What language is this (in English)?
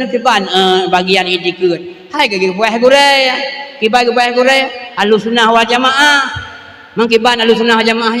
Achinese